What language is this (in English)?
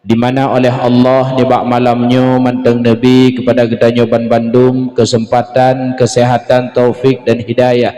Achinese